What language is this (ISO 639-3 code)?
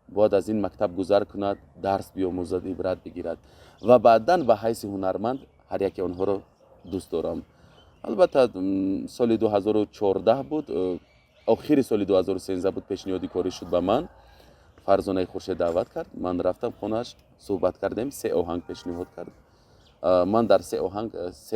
tgk